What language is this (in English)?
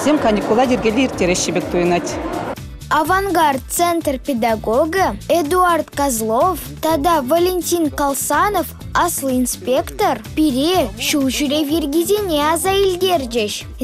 Chuvash